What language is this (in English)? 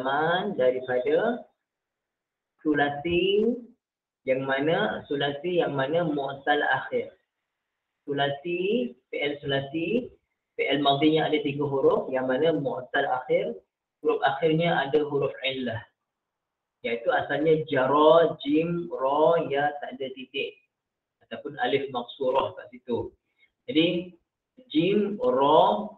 Malay